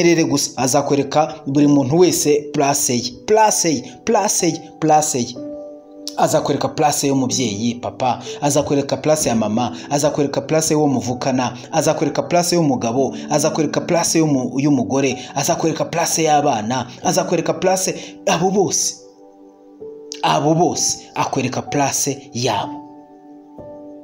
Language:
Kinyarwanda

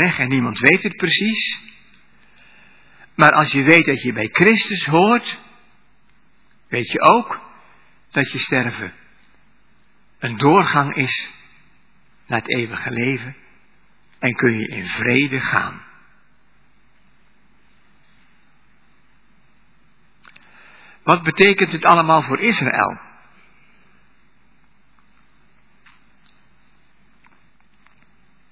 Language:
Dutch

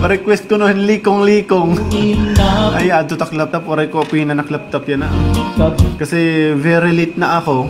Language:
Waray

